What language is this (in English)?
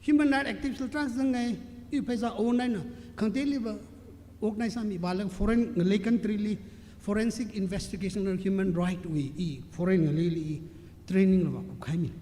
Tangkhul Naga (India)